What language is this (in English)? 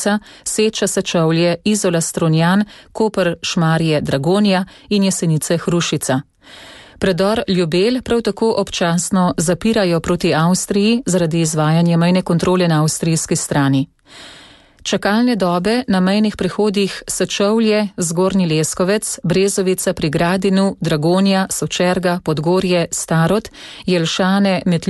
Slovenian